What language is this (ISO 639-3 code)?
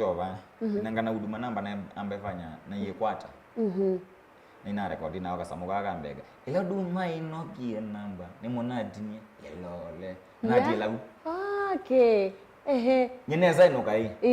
kam